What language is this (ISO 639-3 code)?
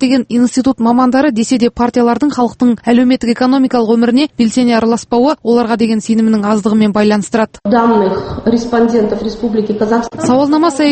kaz